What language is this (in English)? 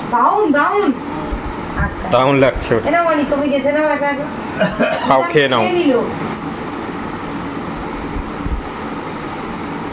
Bangla